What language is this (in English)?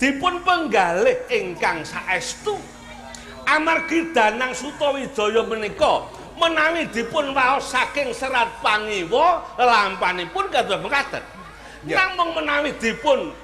Javanese